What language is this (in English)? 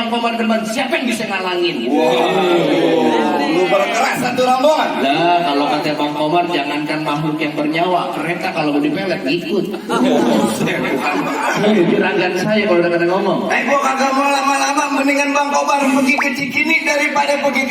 Betawi